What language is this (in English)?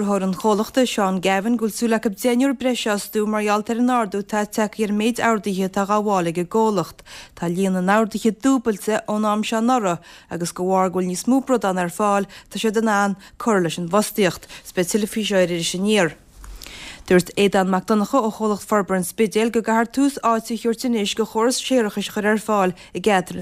Irish